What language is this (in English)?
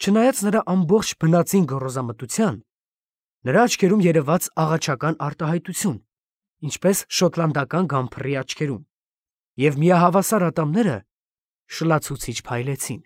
Armenian